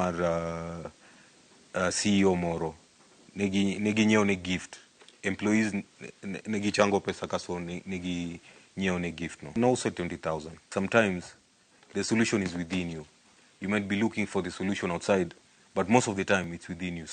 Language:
Luo (Kenya and Tanzania)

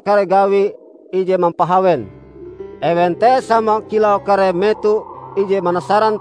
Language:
Ngaju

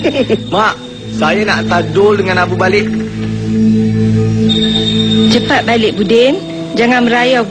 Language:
Malay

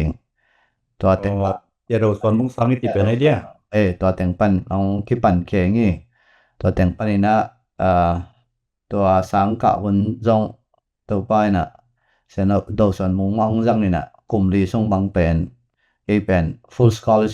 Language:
Tedim Chin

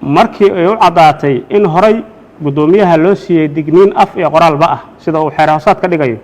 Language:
Somali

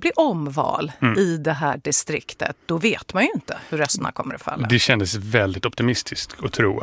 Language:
Swedish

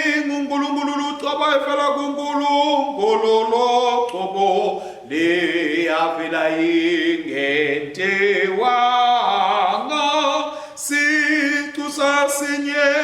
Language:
Swati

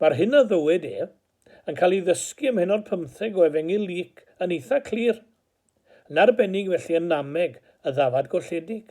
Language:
Welsh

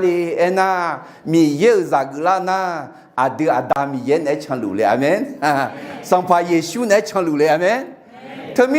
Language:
Akha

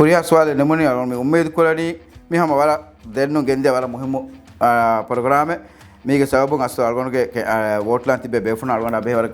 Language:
Divehi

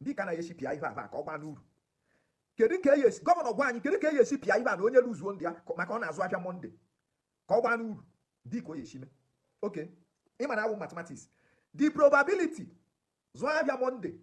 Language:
Igbo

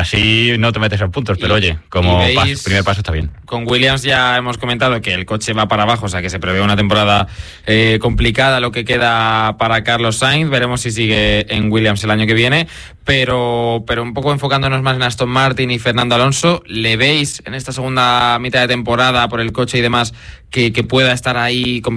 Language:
Spanish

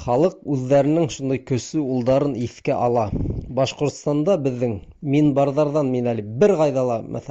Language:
Bashkir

